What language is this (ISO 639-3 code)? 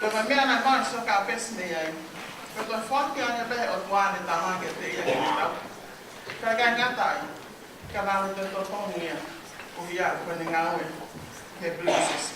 ton